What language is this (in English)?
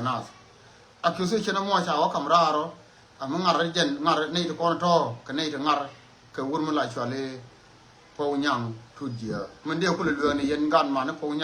Nuer